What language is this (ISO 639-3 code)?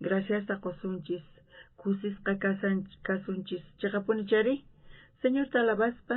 quh